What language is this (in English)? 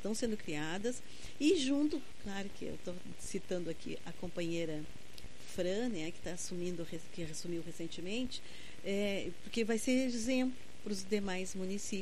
Portuguese